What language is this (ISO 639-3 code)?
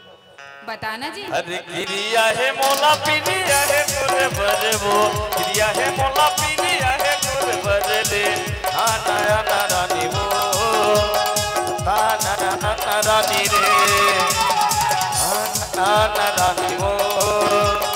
hne